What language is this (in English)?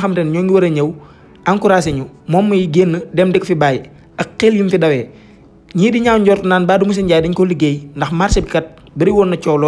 Wolof